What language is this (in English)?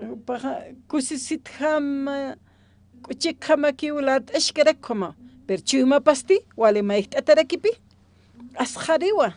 Aymara